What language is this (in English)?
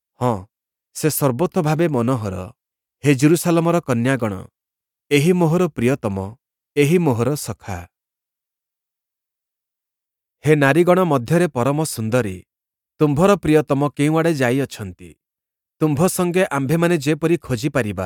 Odia